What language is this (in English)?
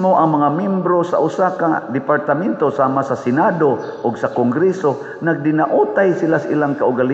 Cebuano